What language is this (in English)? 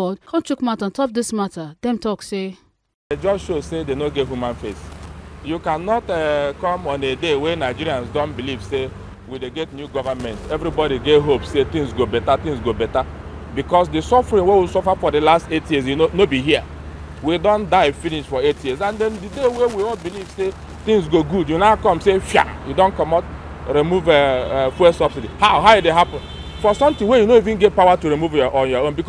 Nigerian Pidgin